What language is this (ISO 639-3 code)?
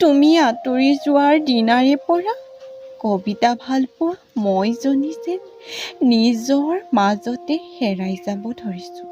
asm